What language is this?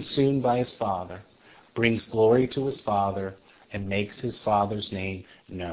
English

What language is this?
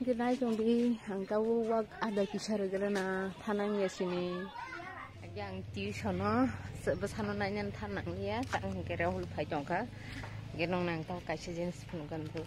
Kok Borok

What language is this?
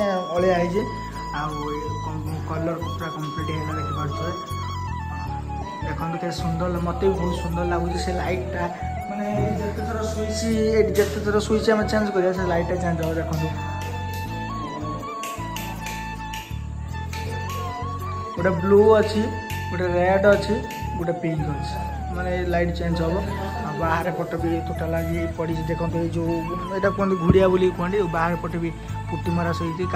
Odia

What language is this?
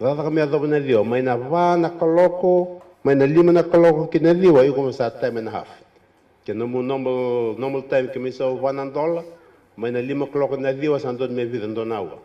Fijian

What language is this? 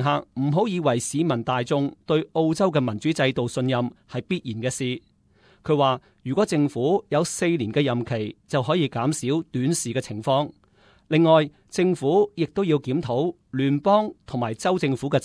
Cantonese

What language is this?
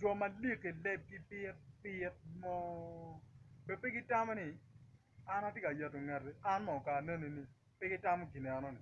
Acoli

